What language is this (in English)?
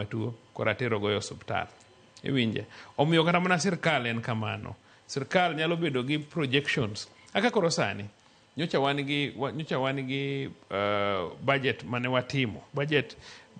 Luo (Kenya and Tanzania)